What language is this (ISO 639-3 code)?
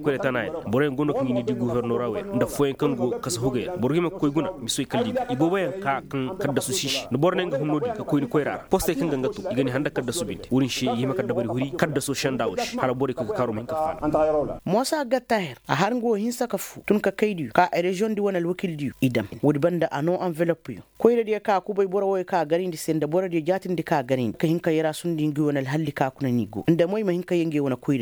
ses